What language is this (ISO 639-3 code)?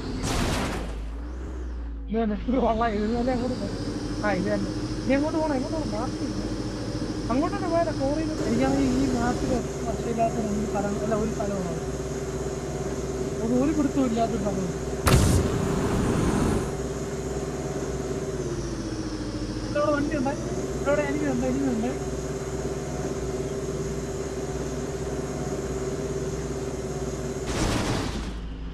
mal